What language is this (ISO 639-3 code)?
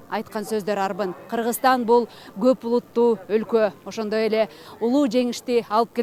kir